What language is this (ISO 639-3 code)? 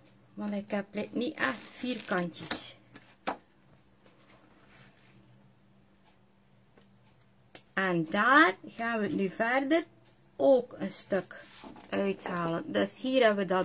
nld